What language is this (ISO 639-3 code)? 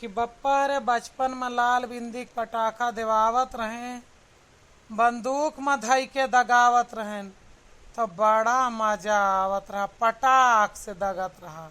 awa